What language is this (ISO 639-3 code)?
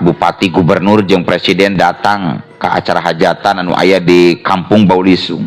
sun